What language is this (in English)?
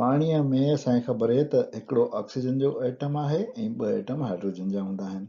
Sindhi